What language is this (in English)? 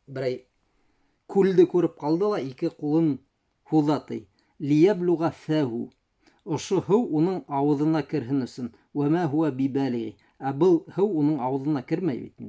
Bashkir